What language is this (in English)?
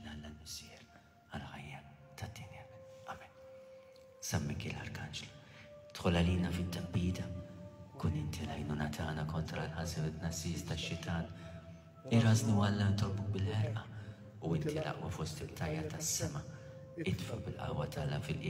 Maltese